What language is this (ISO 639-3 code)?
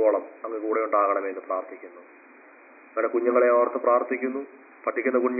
mal